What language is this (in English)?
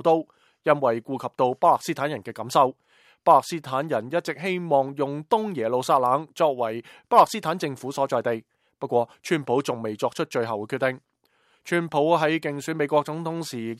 Cantonese